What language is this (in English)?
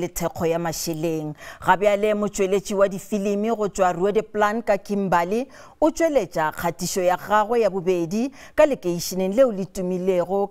Northern Sotho